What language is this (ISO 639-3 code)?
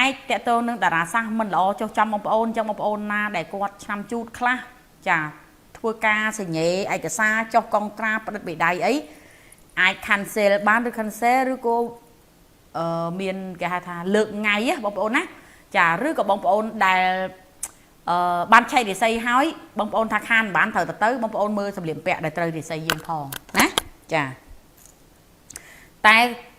khm